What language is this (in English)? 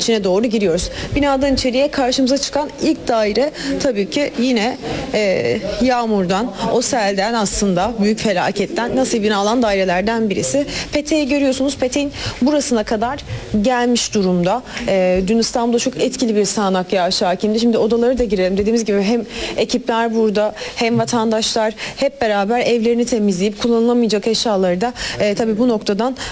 Turkish